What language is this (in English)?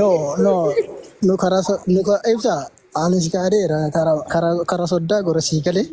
Oromo